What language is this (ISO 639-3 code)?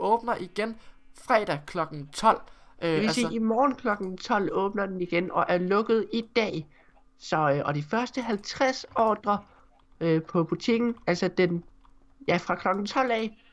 dan